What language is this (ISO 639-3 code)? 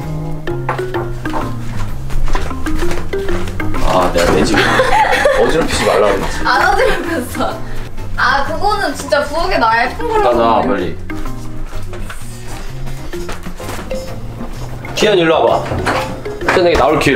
kor